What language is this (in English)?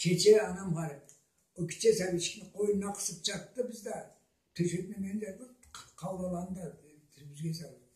Karachay-Balkar